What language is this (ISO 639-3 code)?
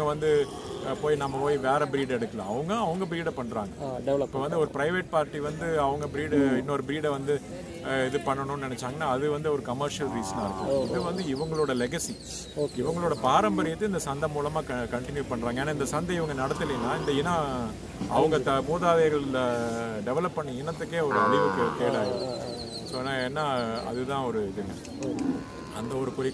tam